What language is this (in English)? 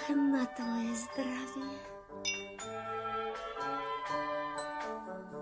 Slovak